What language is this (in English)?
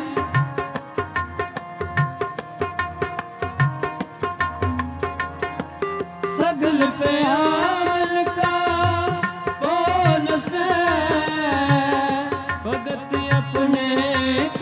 Punjabi